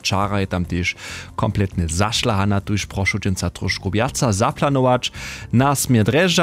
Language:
Upper Sorbian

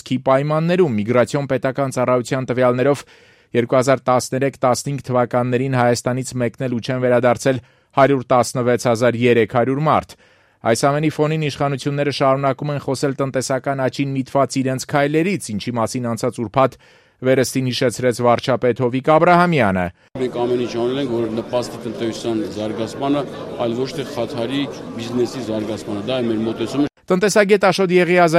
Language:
Armenian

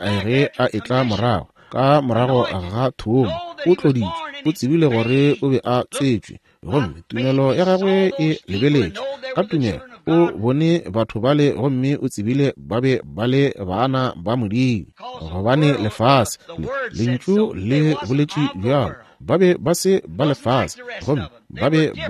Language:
Northern Sotho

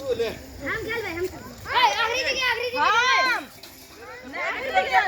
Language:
Maithili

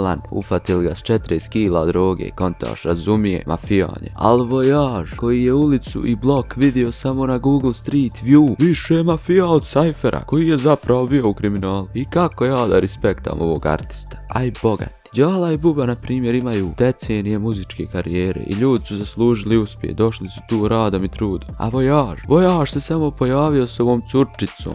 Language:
Bosnian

